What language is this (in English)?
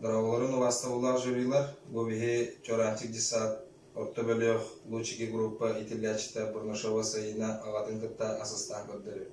Yakut